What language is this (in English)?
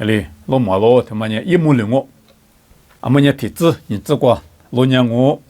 Lisu